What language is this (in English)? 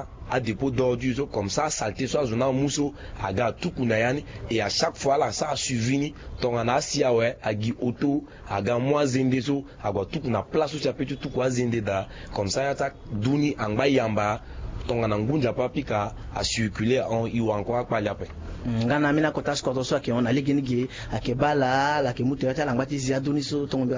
Sango